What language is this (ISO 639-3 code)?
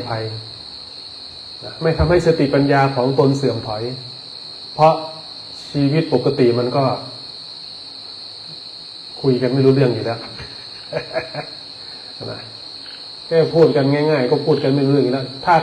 tha